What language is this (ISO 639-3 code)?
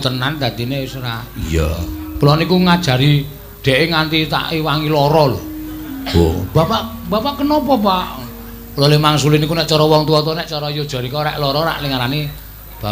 jav